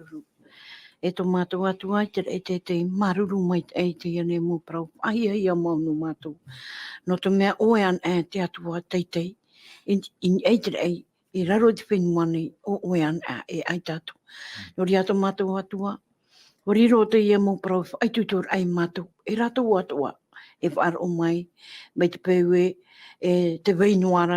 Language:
Tahitian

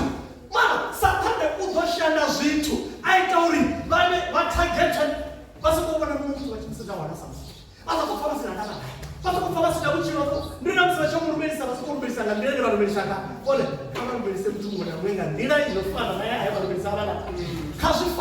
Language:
Venda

